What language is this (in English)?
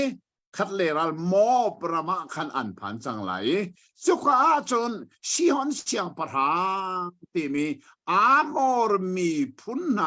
Hakha Chin